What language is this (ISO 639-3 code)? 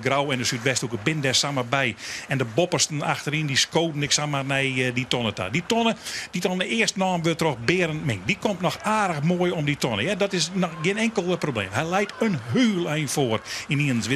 fry